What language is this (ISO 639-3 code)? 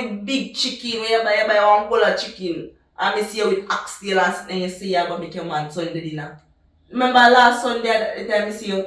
jam